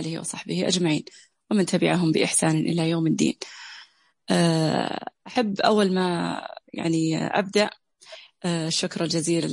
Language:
Najdi Arabic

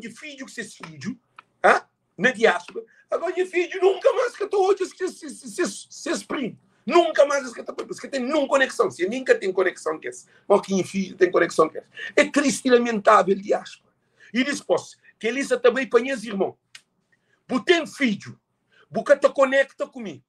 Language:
Kabuverdianu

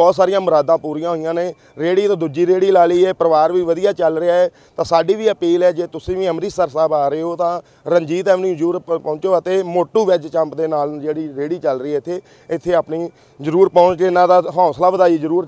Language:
Punjabi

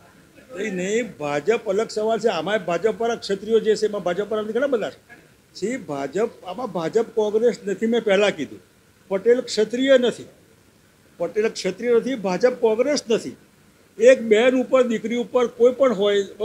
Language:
Gujarati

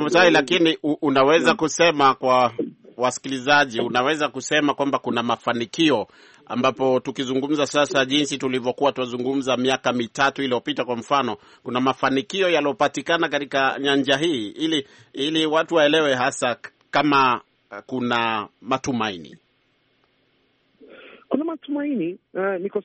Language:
Swahili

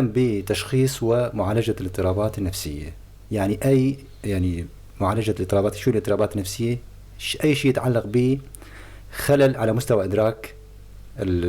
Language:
North Levantine Arabic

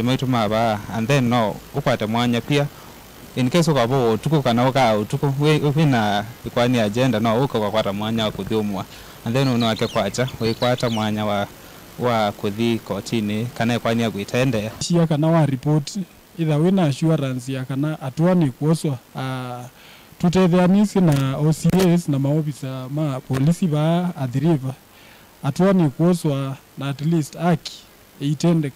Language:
Kamba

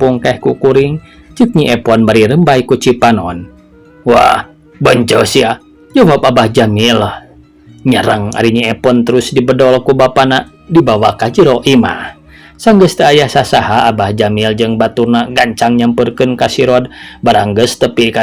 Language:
Sundanese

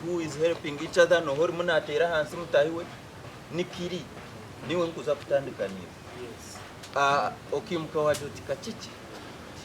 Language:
Nyankole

